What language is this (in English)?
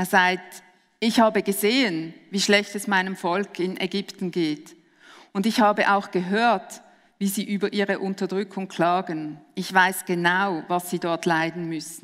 Swiss German